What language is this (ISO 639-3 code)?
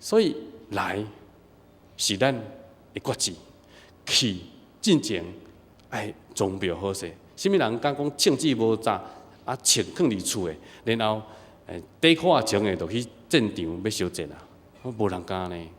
nan